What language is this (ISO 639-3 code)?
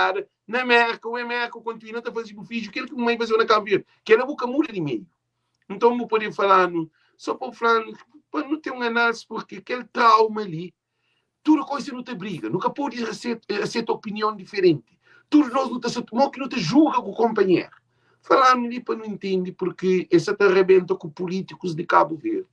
kea